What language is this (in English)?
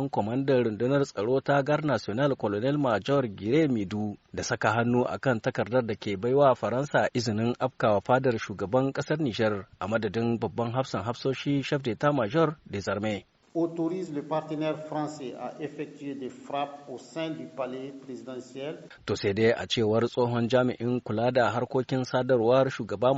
Hausa